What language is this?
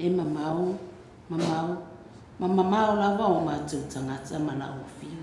Samoan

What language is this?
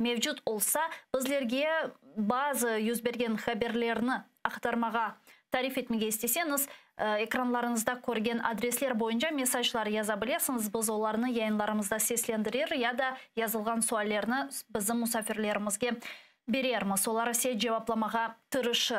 Crimean Tatar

